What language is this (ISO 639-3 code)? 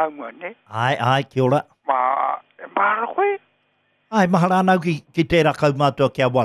mri